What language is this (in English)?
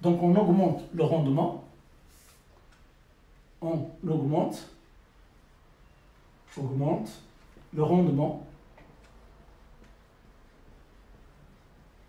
French